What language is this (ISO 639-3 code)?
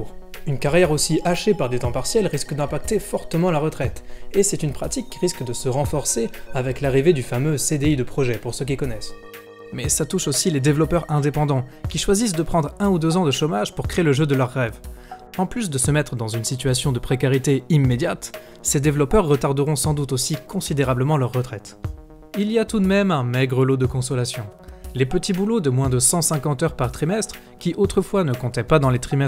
fra